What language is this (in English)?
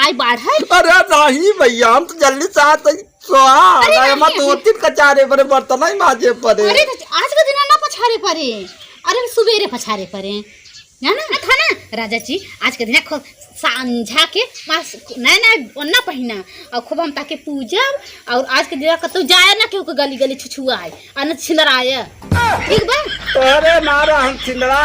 Awadhi